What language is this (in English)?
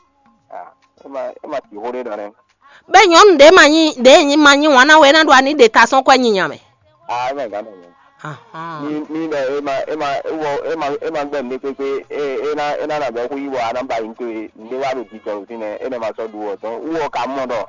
Fon